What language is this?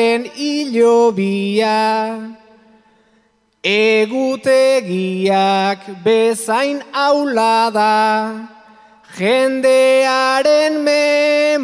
Basque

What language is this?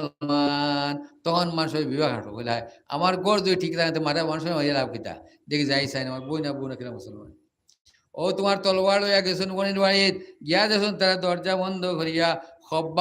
Sylheti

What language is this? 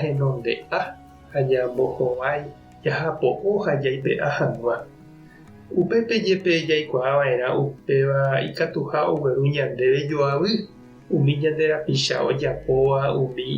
Guarani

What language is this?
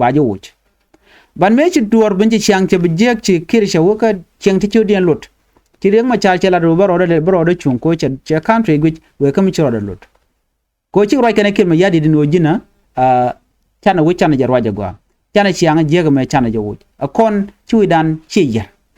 Nuer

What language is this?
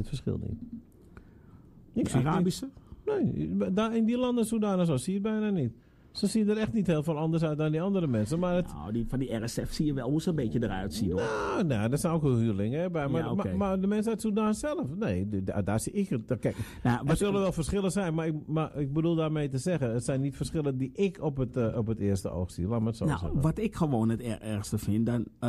Dutch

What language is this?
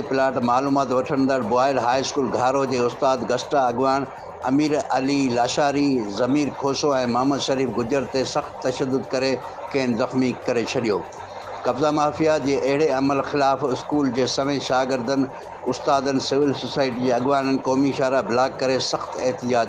Sindhi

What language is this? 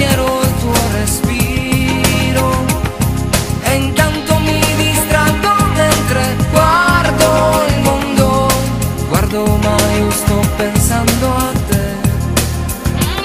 Italian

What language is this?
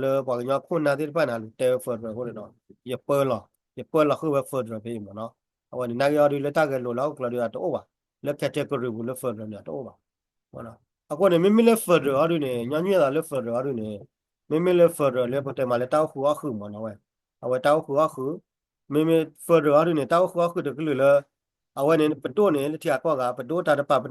S'gaw Karen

